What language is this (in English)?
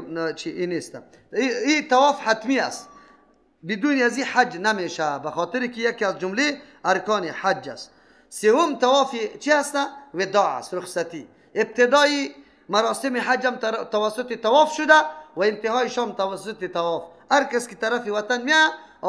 Persian